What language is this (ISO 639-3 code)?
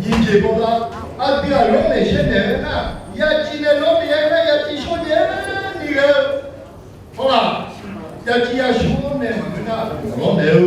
ahk